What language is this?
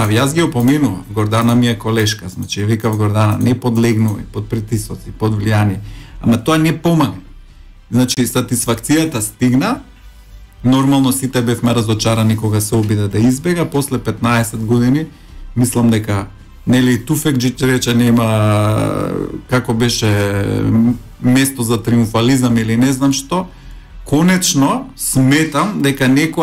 Macedonian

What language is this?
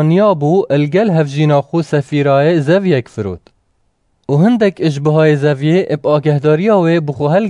Kurdish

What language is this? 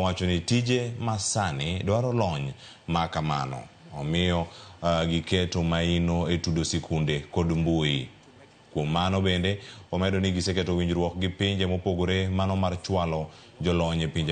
Luo (Kenya and Tanzania)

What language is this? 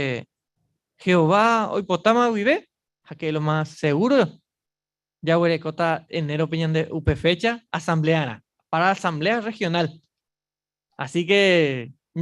Guarani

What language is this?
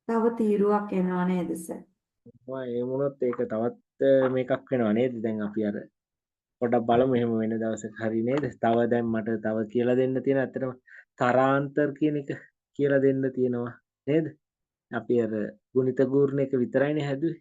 Sinhala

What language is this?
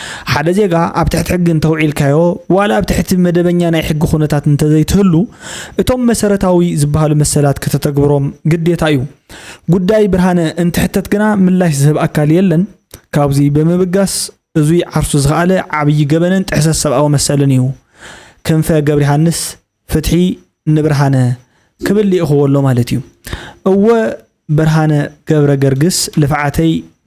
Tigrinya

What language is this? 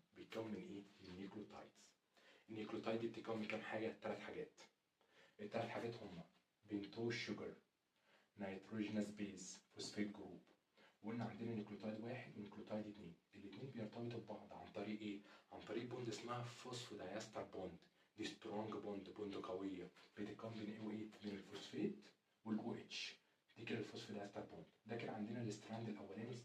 Egyptian Arabic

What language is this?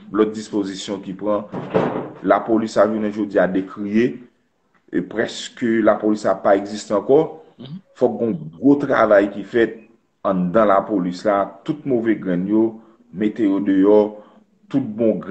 Haitian Creole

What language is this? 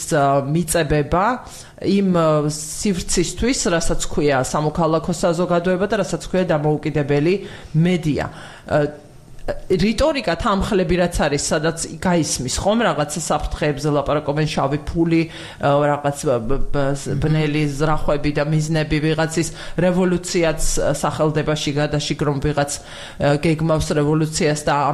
Georgian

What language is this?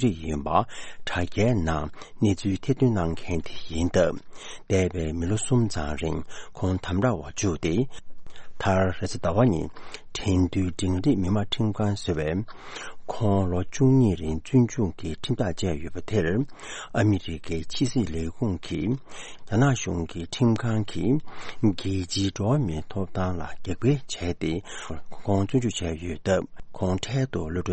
Tibetan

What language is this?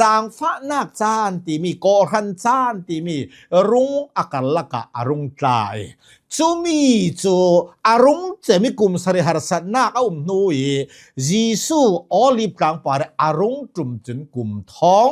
Hakha Chin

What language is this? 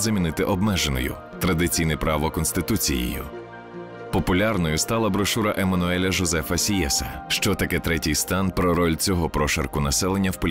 Ukrainian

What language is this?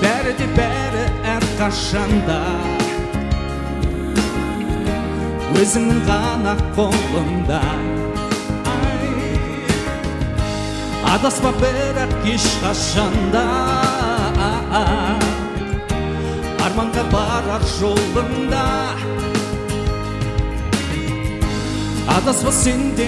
Kazakh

